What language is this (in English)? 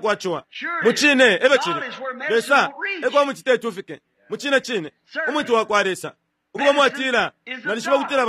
Bemba